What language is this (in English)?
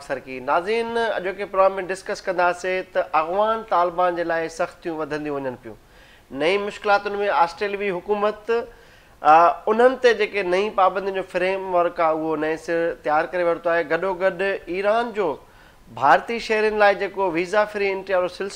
Sindhi